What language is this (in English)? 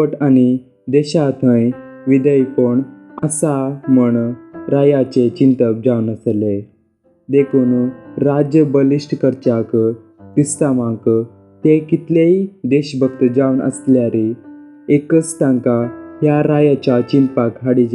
Konkani